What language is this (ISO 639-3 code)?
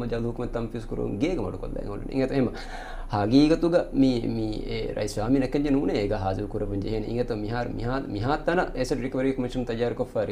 div